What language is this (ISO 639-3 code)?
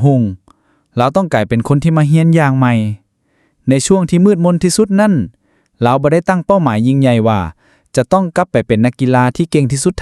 lao